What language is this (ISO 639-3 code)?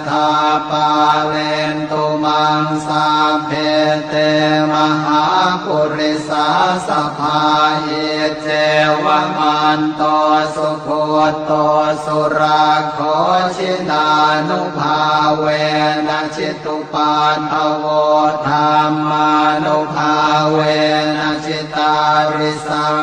pli